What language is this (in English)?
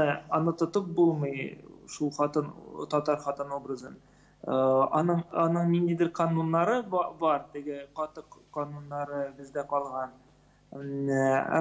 Tatar